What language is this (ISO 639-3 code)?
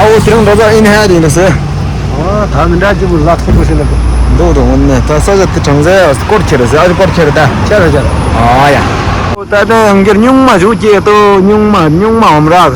bod